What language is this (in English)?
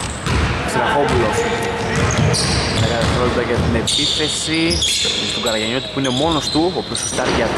Greek